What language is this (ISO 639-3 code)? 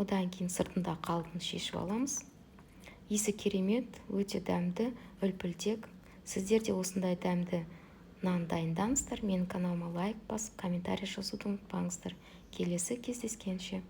kaz